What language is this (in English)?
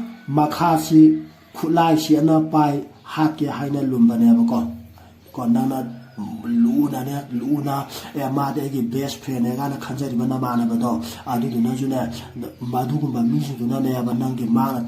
Manipuri